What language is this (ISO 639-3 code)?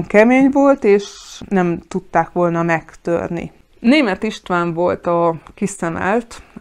hun